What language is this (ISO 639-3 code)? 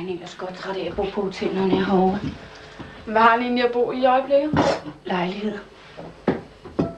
dan